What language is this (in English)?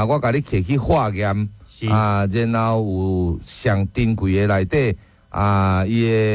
Min Nan Chinese